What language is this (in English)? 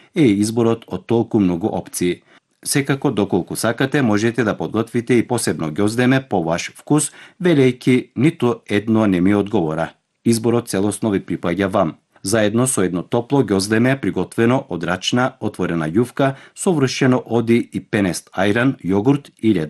Macedonian